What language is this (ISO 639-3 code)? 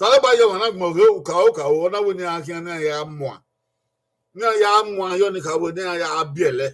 bin